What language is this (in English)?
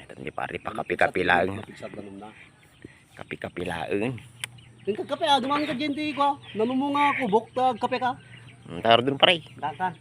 Iloko